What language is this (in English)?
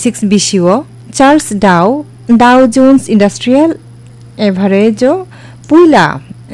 Kok Borok